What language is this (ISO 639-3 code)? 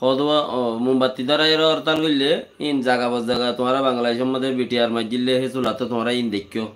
rhg